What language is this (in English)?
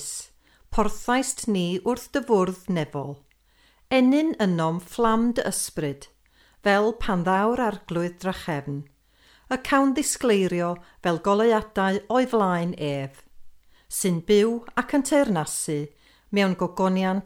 Welsh